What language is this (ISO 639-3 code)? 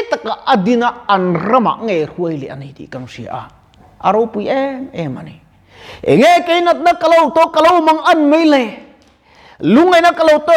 lus